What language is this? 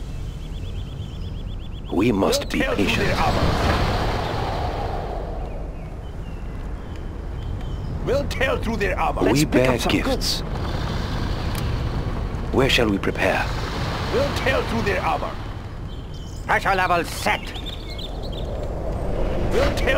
English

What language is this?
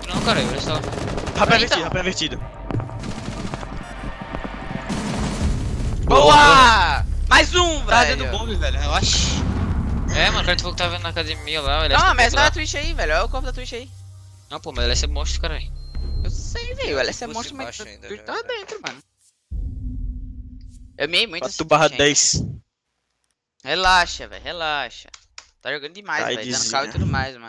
Portuguese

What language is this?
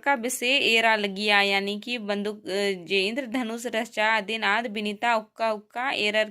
Kurukh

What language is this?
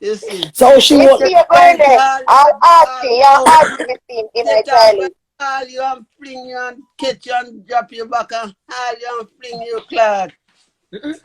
Jamaican Creole English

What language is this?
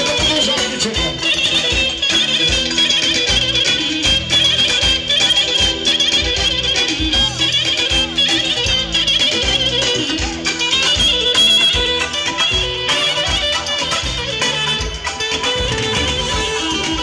Bulgarian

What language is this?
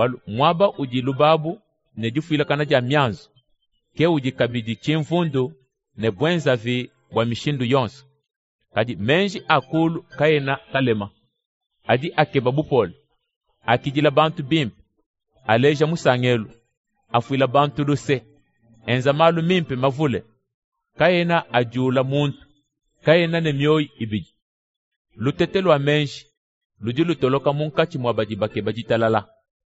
Luba-Lulua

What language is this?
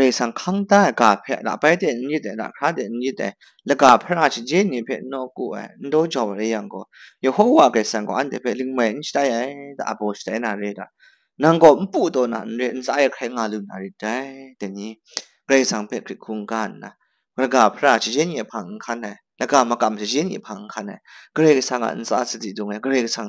Kachin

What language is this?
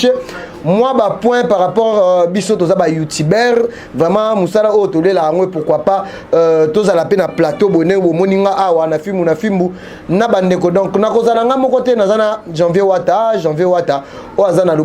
Lingala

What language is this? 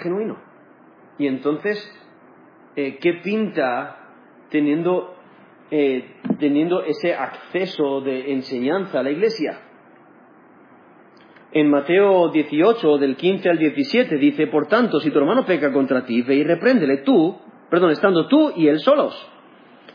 Spanish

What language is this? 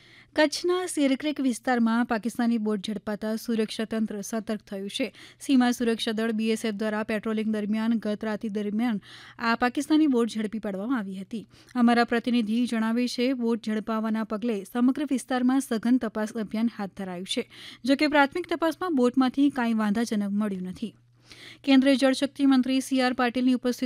Gujarati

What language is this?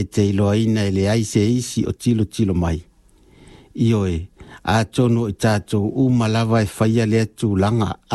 Samoan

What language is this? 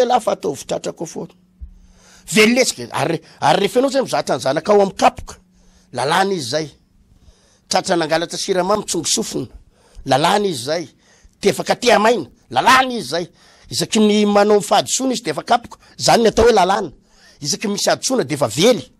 Malagasy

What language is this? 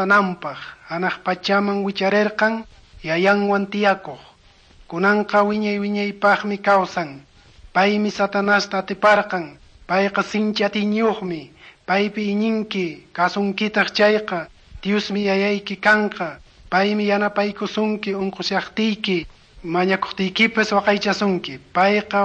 Quechua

